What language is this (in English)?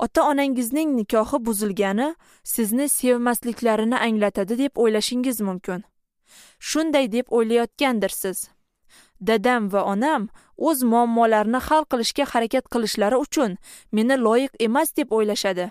Uzbek